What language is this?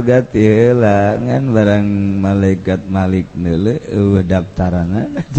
Sundanese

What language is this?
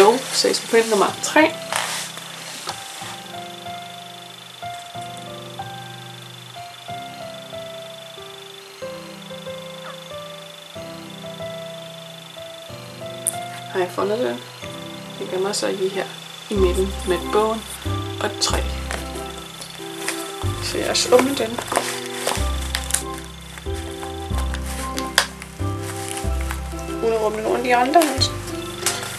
Danish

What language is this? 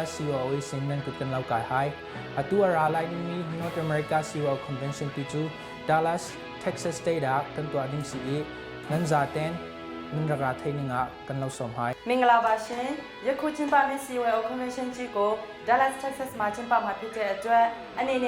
Hakha Chin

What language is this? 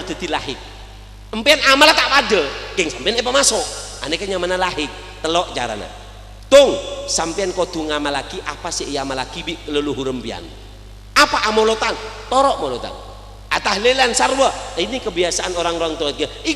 Madurese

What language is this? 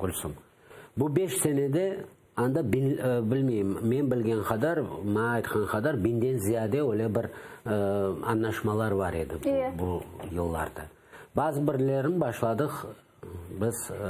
Crimean Tatar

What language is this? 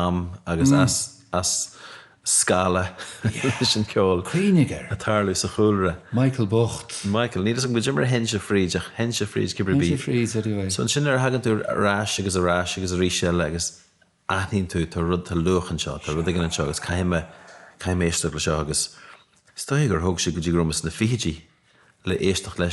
Irish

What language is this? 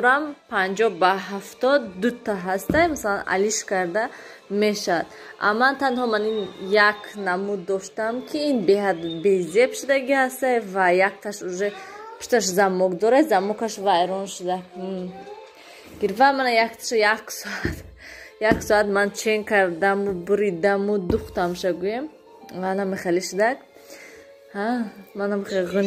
Tajik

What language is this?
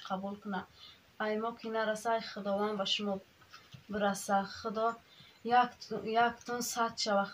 Tajik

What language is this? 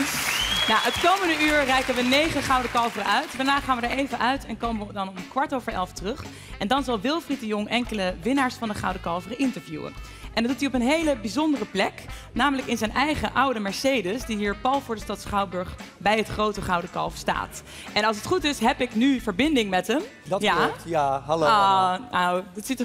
Dutch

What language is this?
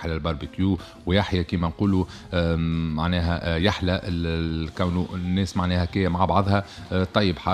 Tunisian Arabic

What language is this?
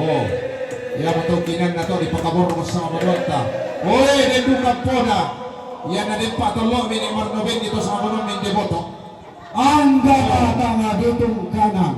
Toraja-Sa'dan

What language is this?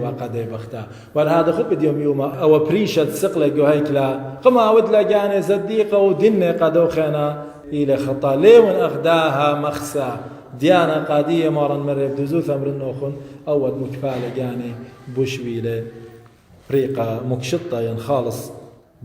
Assyrian Neo-Aramaic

